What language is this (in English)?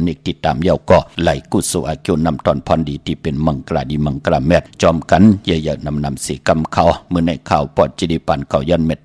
Shan